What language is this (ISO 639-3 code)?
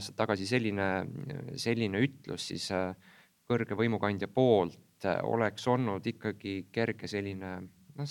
est